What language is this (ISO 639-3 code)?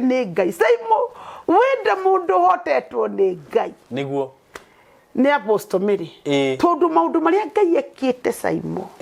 kik